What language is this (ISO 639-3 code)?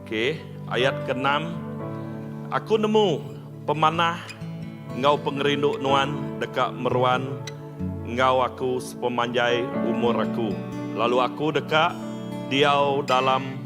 iba